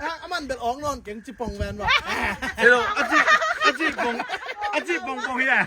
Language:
Tedim Chin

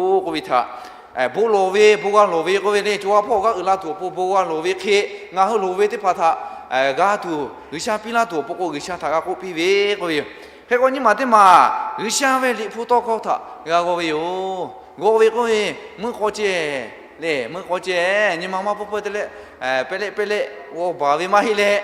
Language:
Lahu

